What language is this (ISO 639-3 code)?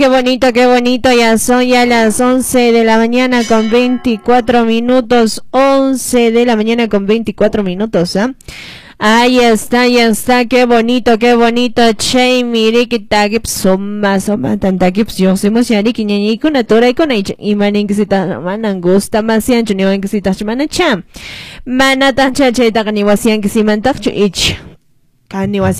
que